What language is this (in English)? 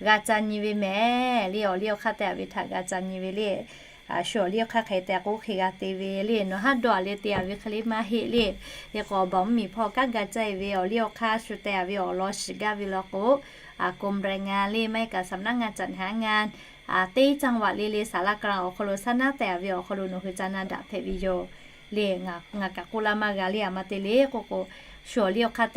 Lahu